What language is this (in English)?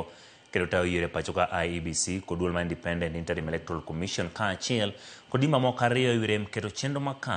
Luo (Kenya and Tanzania)